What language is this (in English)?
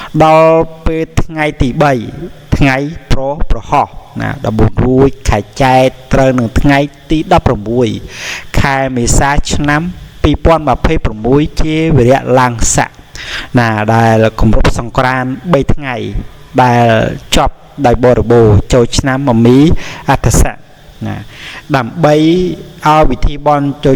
Khmer